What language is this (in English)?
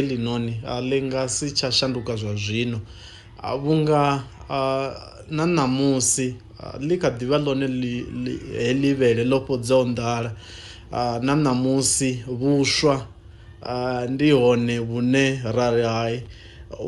Venda